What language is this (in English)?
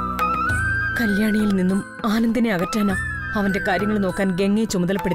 Malayalam